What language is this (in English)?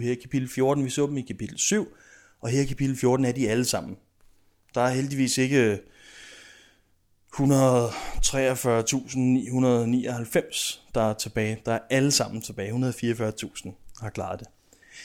Danish